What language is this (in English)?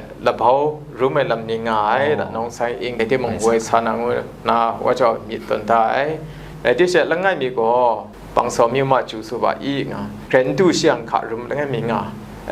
Kachin